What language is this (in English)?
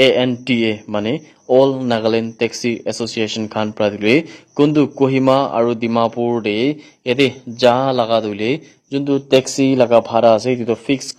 Naga Pidgin